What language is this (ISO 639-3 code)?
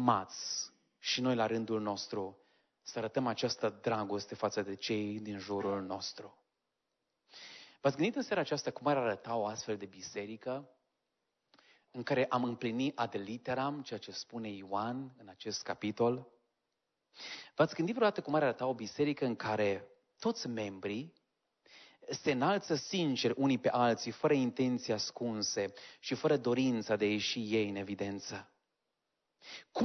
ron